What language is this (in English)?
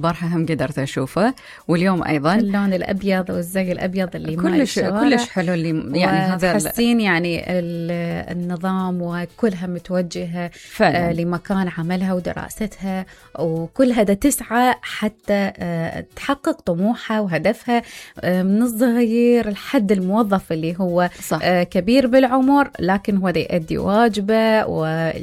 Mesopotamian Arabic